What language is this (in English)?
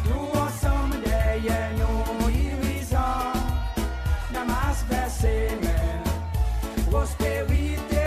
Seselwa Creole French